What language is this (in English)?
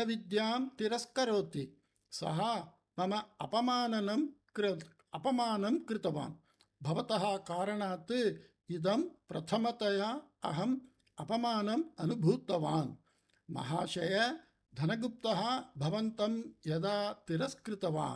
Sanskrit